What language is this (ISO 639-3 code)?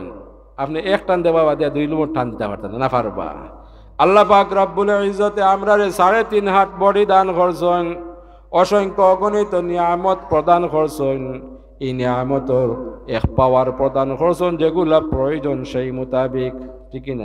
syl